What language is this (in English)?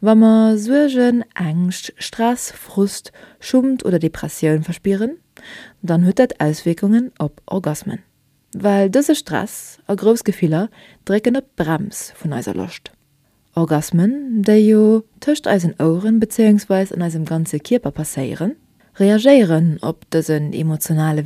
Luxembourgish